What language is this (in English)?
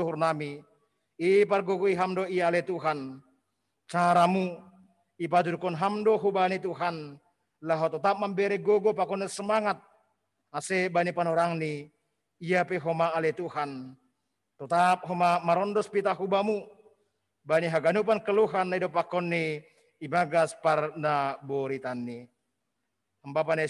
Batak Simalungun